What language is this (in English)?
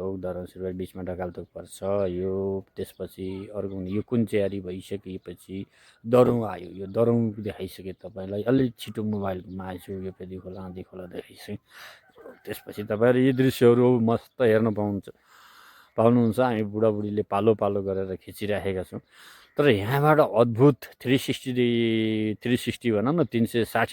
Nepali